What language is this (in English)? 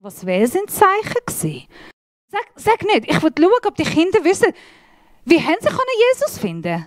Swiss German